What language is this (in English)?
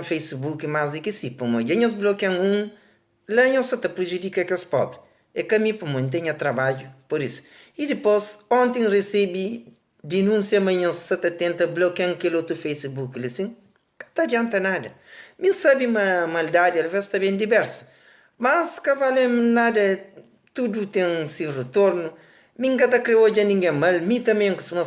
Kabuverdianu